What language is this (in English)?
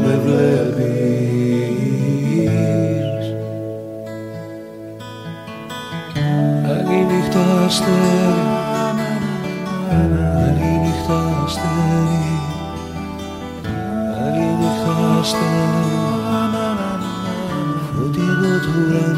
Greek